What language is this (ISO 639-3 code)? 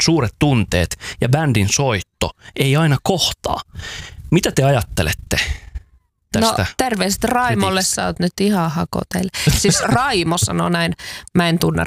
fin